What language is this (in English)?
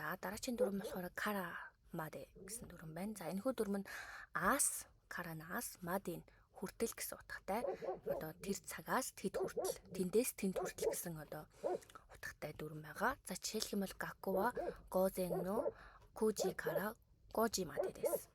Mongolian